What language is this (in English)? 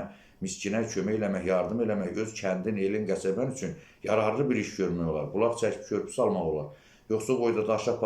Azerbaijani